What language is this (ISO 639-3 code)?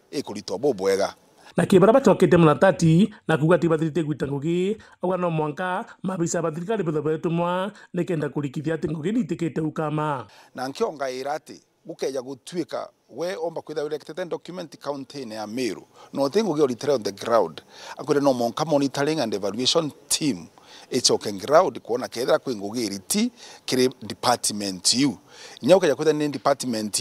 mer